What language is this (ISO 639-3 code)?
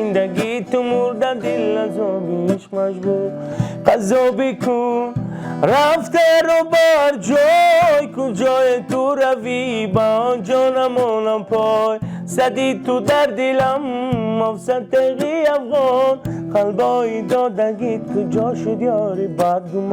tgk